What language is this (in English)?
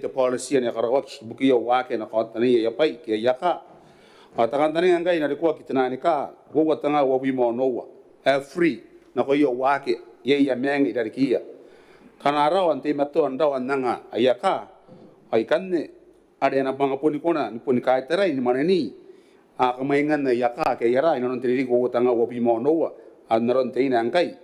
Gilbertese